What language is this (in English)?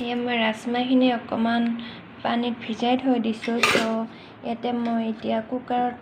Assamese